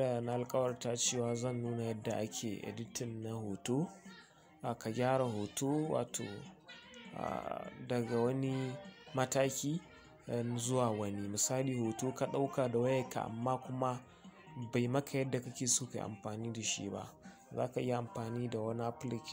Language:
Hausa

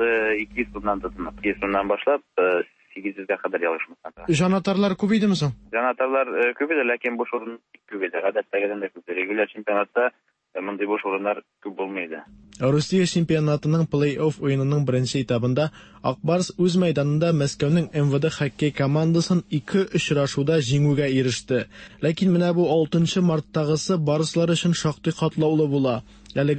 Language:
Tatar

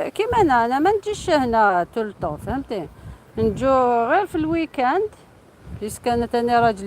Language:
Algerian Arabic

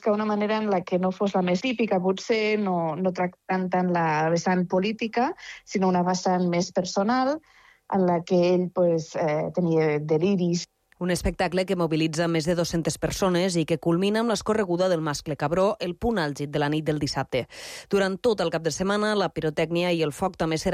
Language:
Catalan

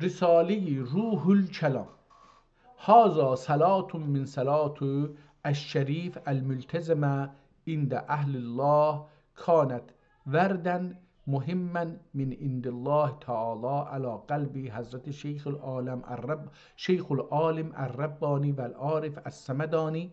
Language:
South Azerbaijani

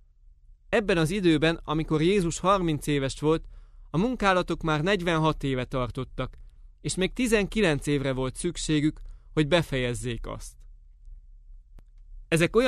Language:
Hungarian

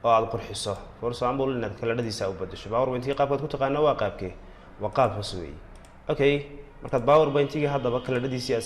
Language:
Somali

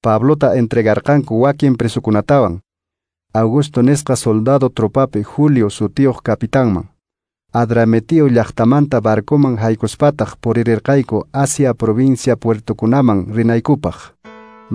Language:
Quechua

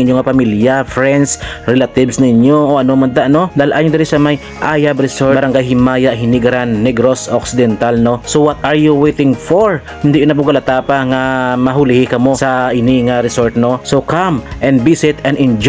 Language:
Hiligaynon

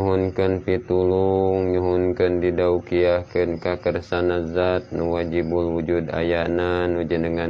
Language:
Sundanese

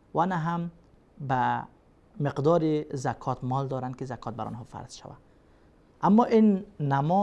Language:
Persian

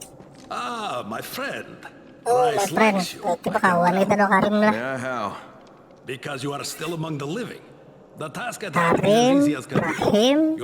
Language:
Banjar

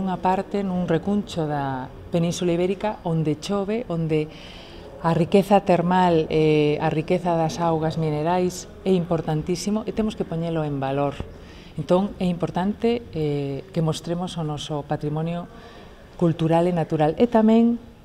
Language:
Galician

